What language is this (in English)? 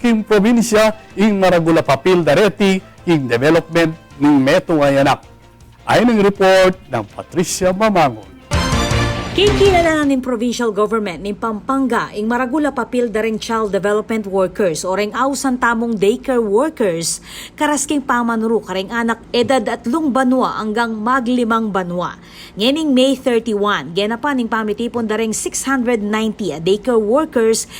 Pampanga